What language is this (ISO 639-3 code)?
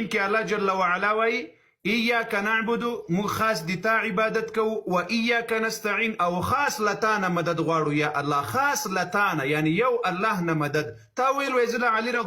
pus